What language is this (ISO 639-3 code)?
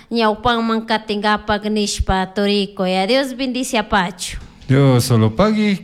qug